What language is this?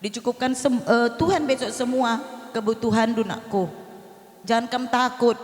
Batak Karo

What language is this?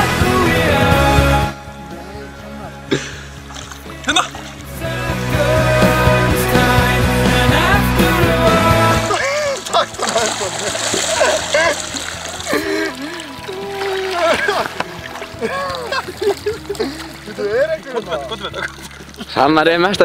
Icelandic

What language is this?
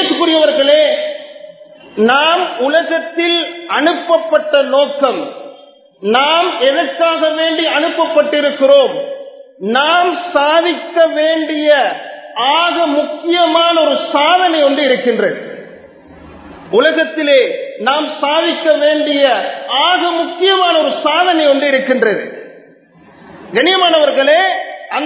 Tamil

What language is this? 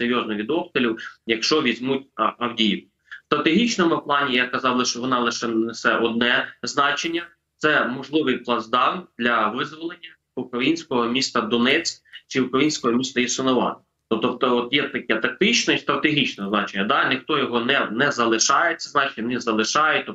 Ukrainian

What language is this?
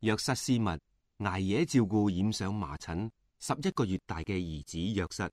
Cantonese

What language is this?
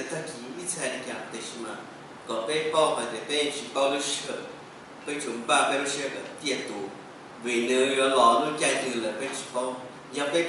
Hmong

